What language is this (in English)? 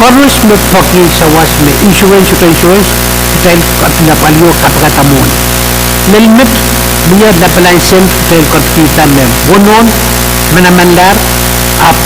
Pohnpeian